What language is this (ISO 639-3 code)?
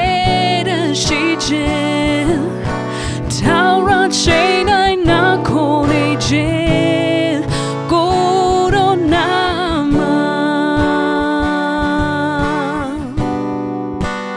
mya